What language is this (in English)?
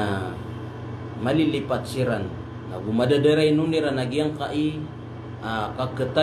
Maranao